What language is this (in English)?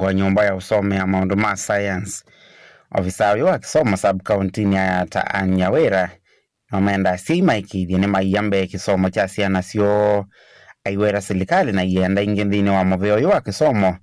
Kamba